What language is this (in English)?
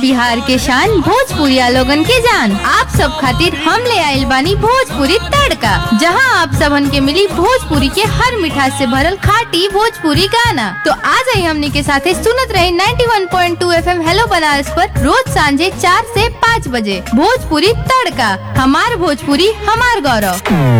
Bhojpuri